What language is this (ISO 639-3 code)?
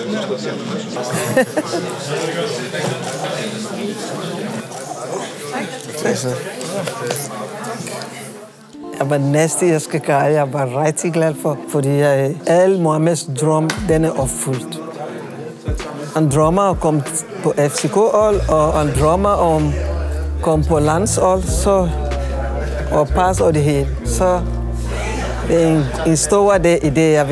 dan